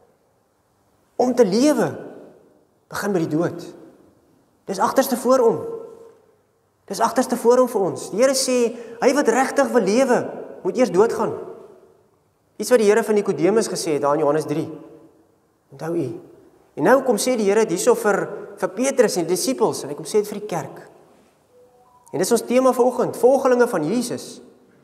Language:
Afrikaans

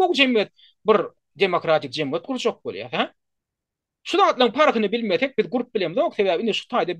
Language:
Turkmen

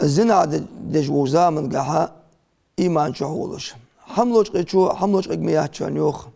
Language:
Ingush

